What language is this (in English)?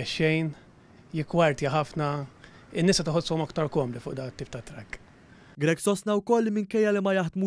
Maltese